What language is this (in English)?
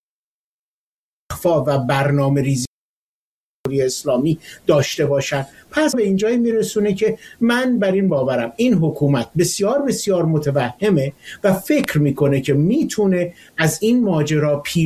Persian